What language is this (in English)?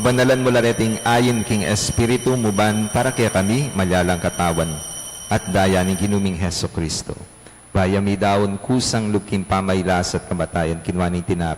Pampanga